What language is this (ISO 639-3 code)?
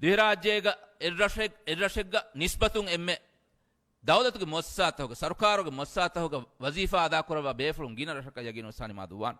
div